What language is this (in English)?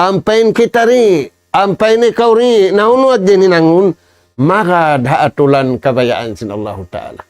Tausug